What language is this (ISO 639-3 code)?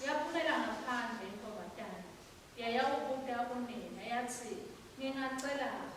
ssw